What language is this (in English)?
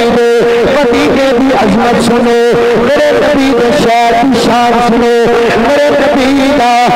Urdu